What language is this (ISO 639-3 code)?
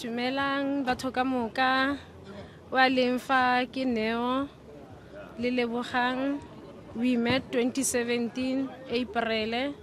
nso